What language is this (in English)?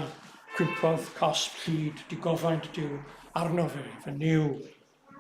Welsh